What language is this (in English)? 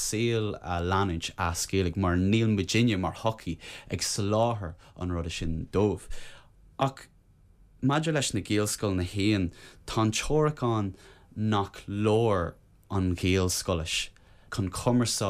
Irish